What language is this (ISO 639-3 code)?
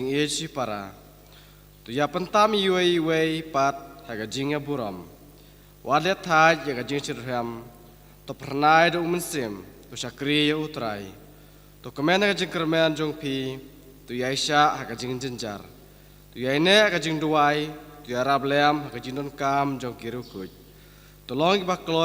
kha